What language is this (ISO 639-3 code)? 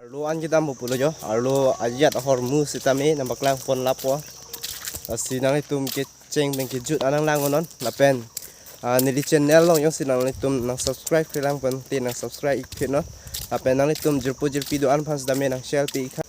mjw